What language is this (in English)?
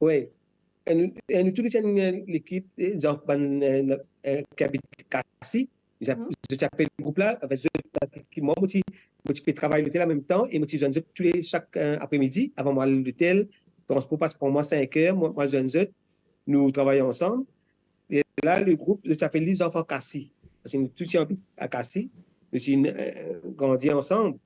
Morisyen